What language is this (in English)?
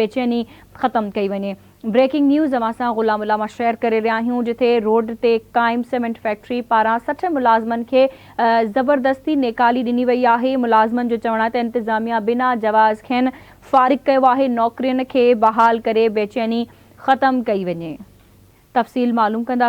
Sindhi